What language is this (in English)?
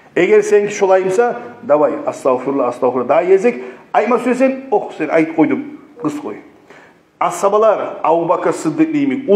Kumyk